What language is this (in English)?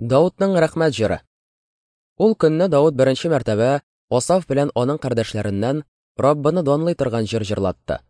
Tatar